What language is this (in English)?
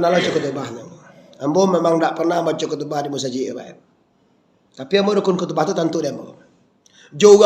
Minangkabau